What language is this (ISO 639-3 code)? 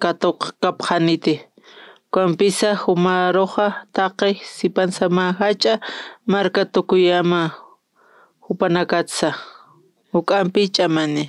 aym